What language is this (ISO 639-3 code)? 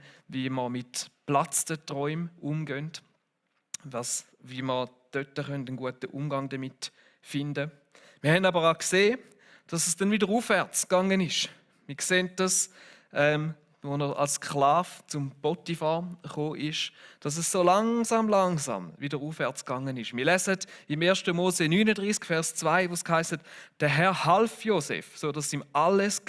gsw